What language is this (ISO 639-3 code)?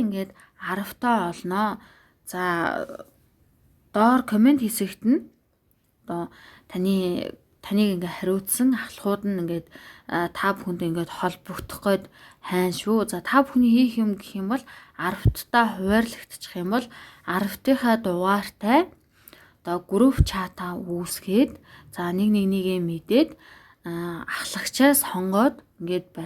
mon